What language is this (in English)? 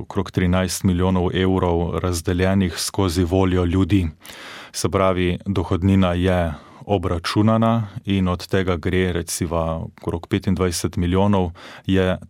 Slovenian